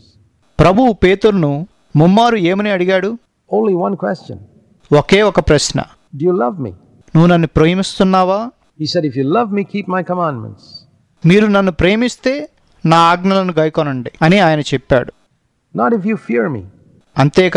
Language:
Telugu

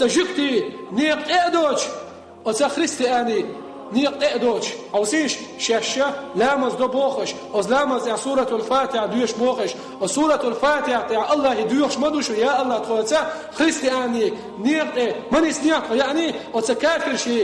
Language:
Chechen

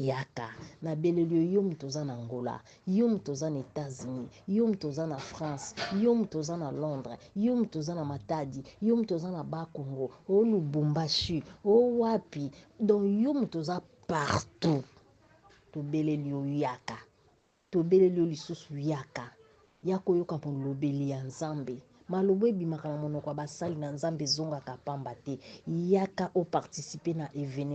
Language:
Lingala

